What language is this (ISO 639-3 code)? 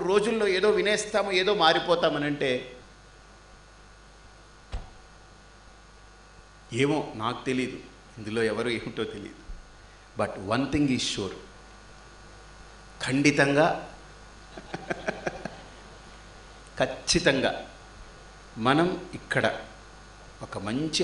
tel